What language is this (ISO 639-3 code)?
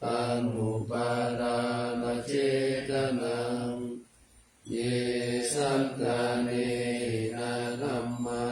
pli